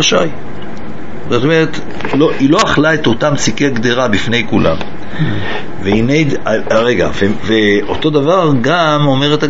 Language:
Hebrew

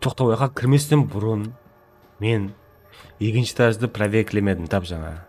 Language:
Kara-Kalpak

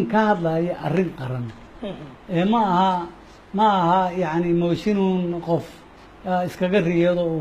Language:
Somali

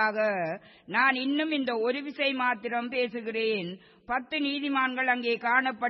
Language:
Tamil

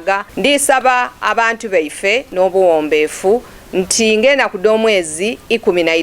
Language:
Soga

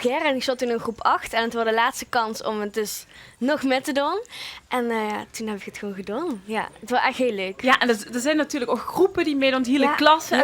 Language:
Limburgish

